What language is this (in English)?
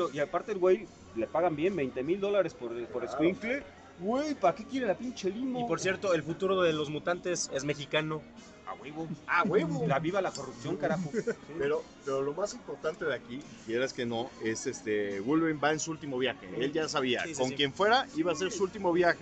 Spanish